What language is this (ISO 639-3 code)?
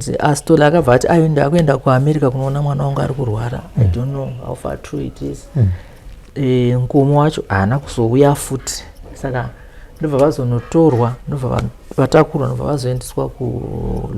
sna